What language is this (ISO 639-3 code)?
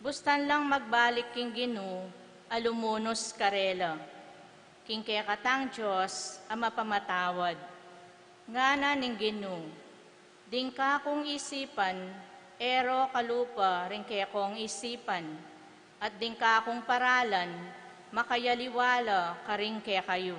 pam